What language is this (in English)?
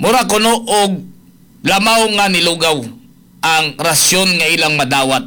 Cebuano